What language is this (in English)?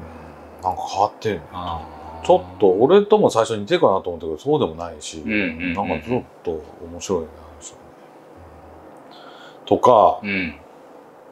Japanese